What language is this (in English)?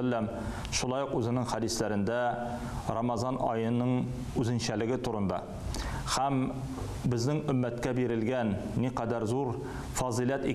Tatar